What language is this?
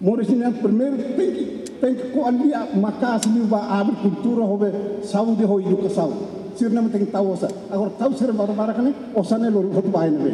Tetum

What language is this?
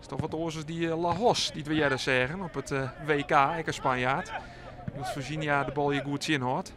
Western Frisian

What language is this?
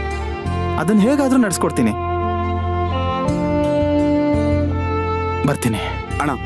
Kannada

